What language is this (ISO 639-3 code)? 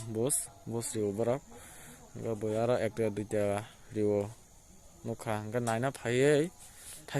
trp